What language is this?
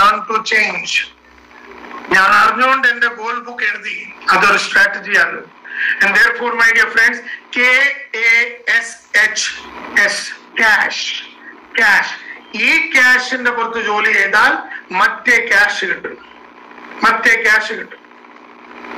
Malayalam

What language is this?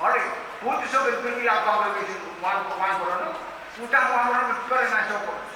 Pohnpeian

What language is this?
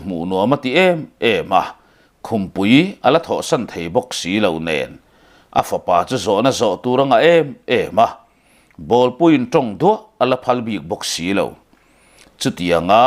Mizo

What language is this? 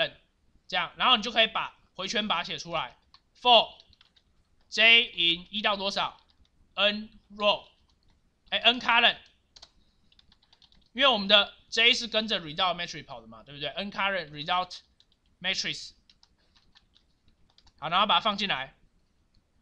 Chinese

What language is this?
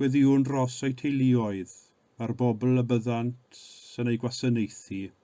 Welsh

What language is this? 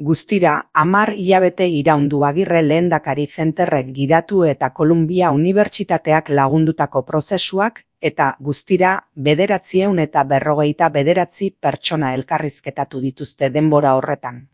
Basque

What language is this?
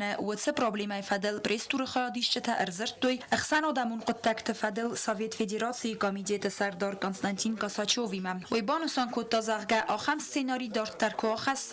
Ossetic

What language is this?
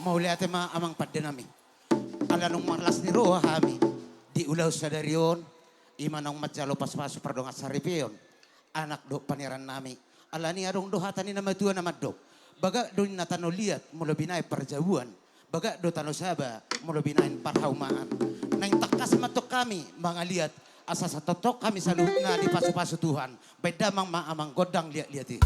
Batak Toba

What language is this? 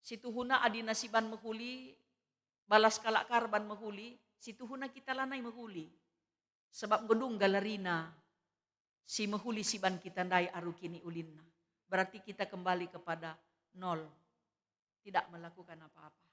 Batak Karo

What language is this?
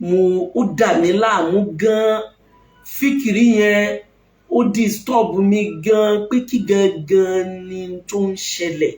Yoruba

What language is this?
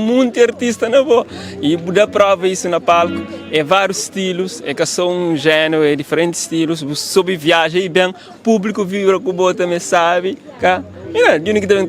Kabuverdianu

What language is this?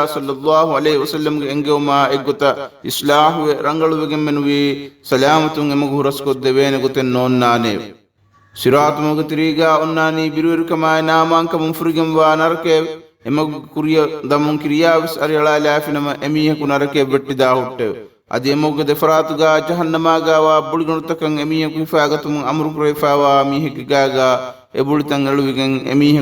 Divehi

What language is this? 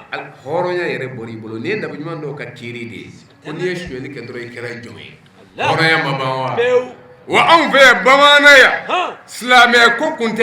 Bambara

